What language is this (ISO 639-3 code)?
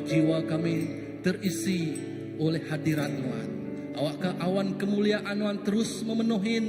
iba